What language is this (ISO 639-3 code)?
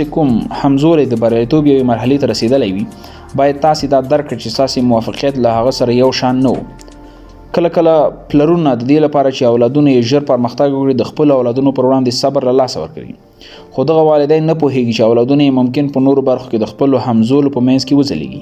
pus